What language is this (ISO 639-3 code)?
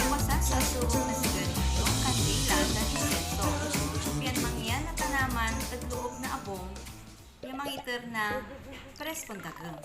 pag